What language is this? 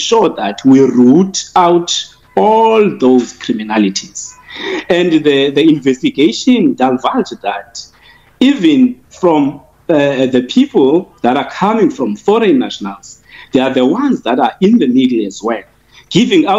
English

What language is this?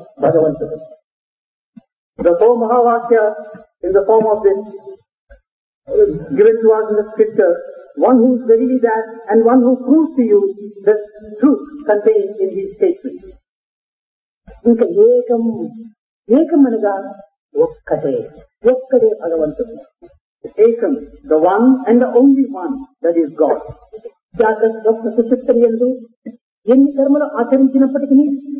Telugu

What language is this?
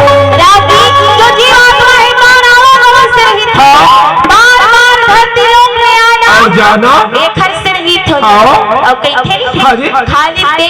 Chhattisgarhi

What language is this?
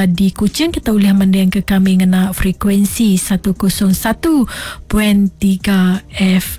Iban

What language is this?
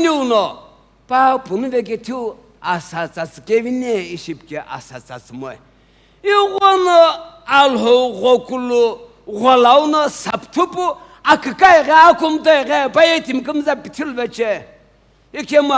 Sumi Naga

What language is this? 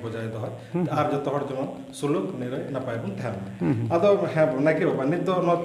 Santali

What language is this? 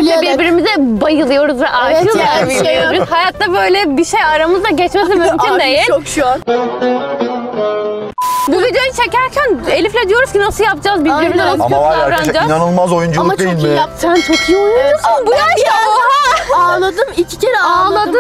Turkish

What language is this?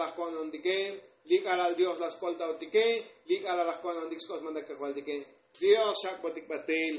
Tzotzil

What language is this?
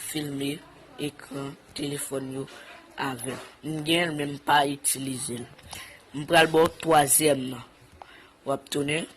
Haitian Creole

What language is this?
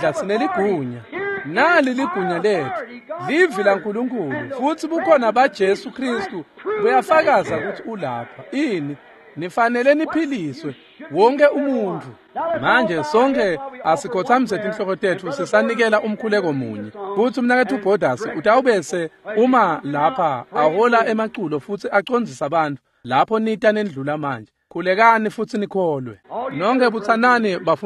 Swati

